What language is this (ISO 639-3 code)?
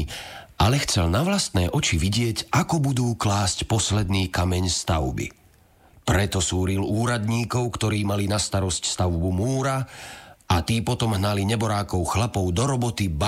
slk